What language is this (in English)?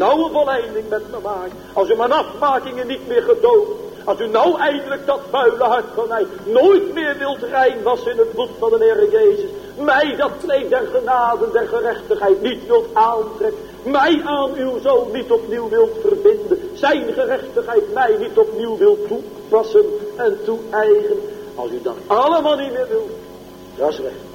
Dutch